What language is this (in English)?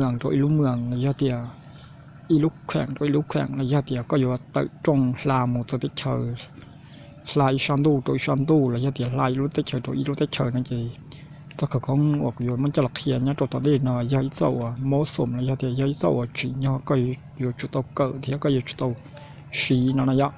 Hmong